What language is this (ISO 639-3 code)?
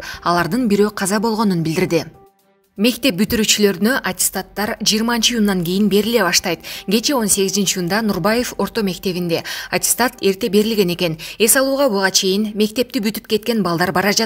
kir